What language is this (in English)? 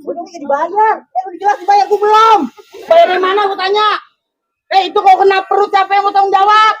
Betawi